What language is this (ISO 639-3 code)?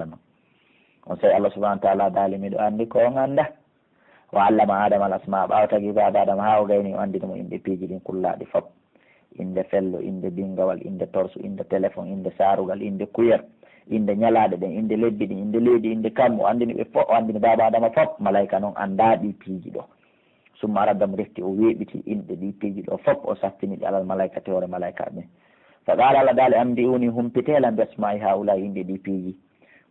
fuf